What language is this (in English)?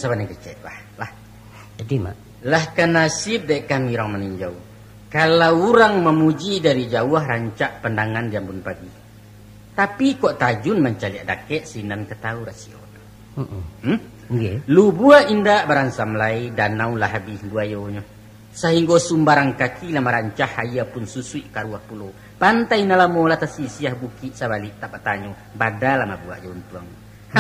Minangkabau